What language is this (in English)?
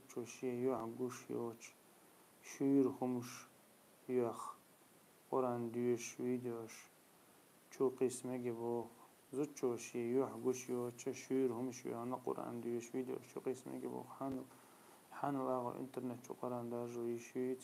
Chechen